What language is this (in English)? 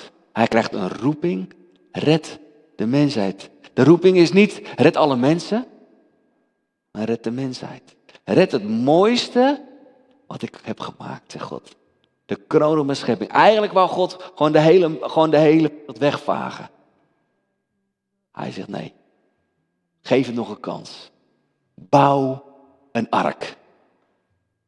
Dutch